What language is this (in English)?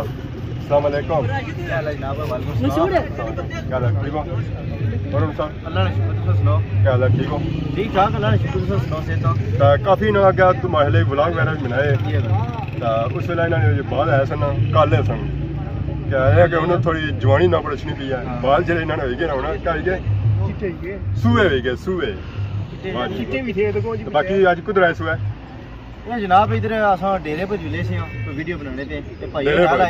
Pahari-Potwari